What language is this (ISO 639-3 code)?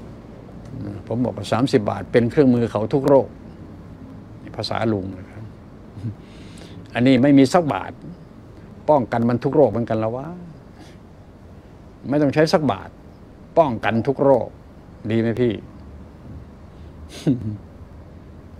tha